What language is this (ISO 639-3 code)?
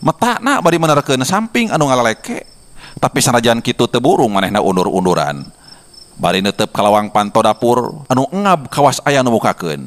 sun